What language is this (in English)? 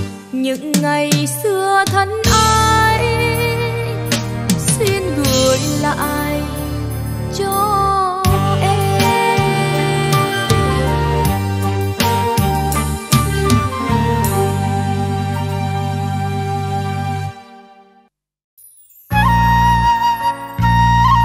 Vietnamese